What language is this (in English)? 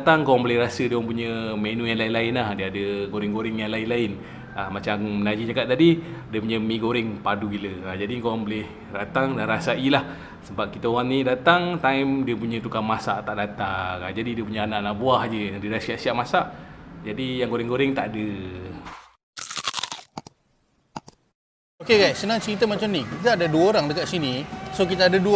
Malay